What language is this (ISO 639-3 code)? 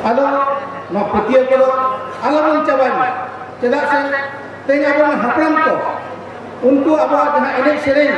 sat